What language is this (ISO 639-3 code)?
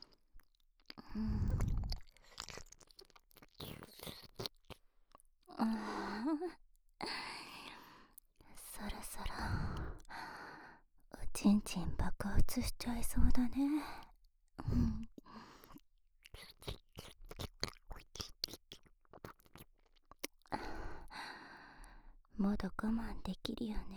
jpn